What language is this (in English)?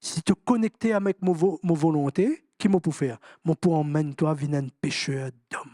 Morisyen